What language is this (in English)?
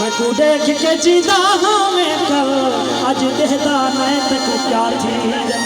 Saraiki